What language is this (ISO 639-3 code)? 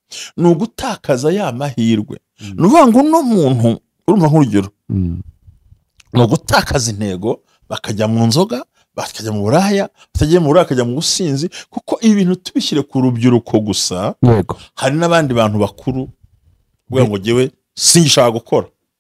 kin